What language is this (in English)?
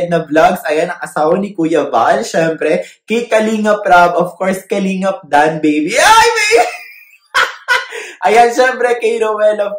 Filipino